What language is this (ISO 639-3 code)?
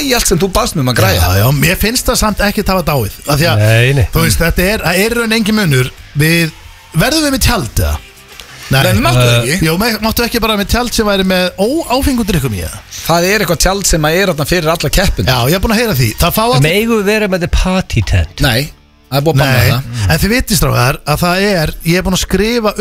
isl